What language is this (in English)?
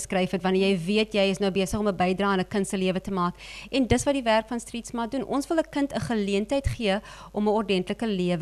Afrikaans